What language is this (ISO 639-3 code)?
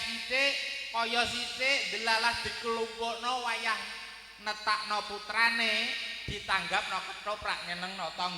jav